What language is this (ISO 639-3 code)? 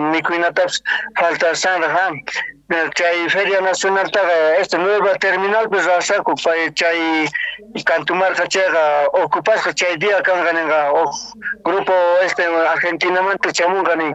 que